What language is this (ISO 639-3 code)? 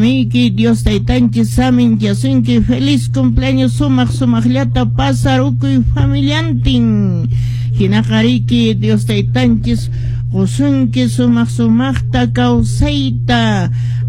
que